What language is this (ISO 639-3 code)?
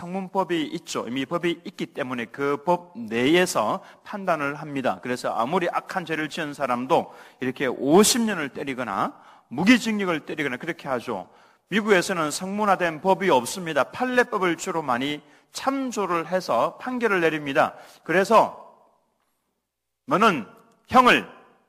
kor